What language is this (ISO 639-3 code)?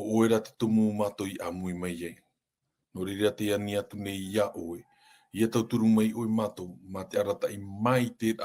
tah